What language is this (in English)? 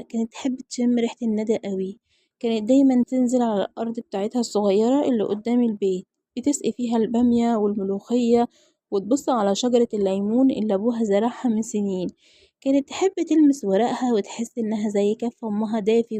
Egyptian Arabic